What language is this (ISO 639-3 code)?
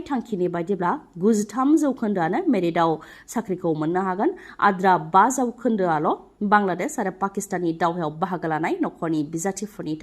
brx